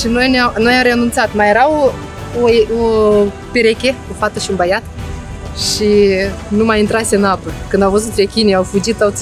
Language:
Romanian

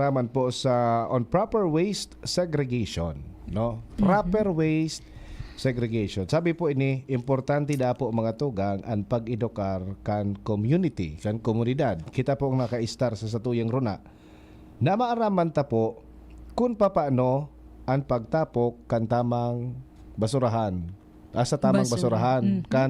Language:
Bikol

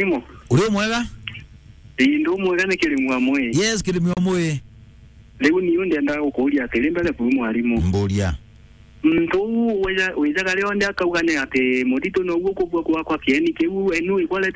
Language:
Meru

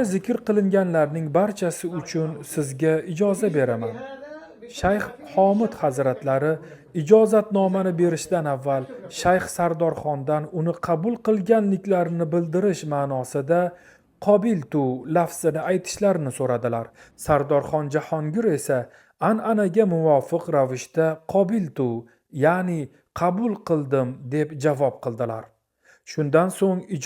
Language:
Uzbek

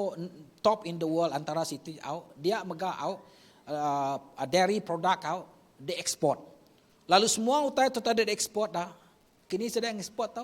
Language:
Iban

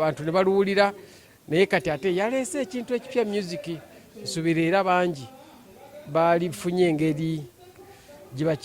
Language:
Ganda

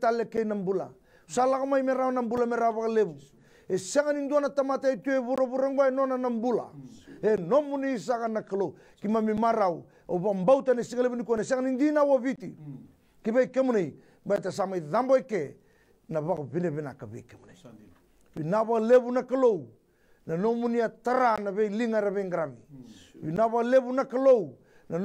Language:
Fijian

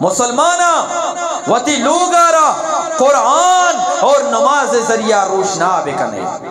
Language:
Eastern Balochi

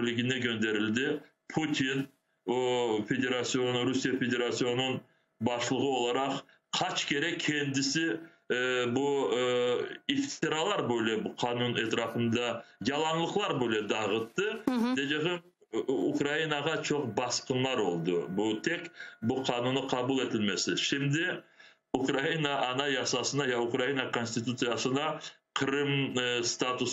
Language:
Crimean Tatar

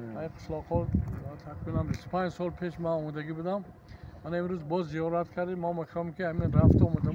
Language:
Tajik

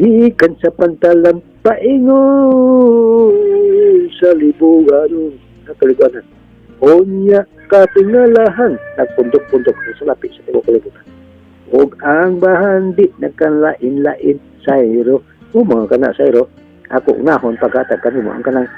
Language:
Cebuano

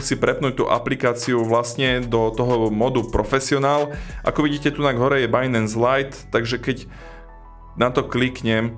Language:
Slovak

